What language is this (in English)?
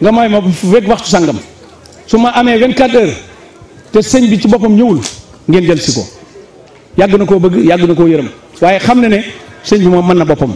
Wolof